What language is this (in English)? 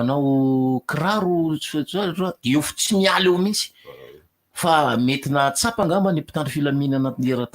Malagasy